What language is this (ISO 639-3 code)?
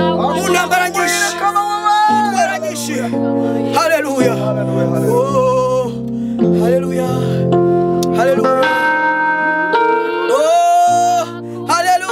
kin